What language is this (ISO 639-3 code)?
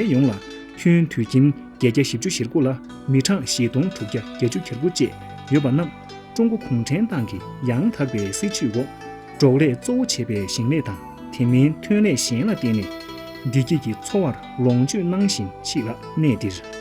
bod